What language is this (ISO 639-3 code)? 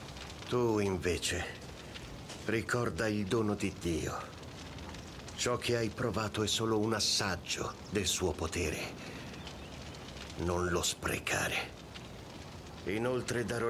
ita